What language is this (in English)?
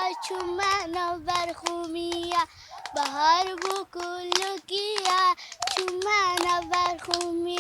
Kurdish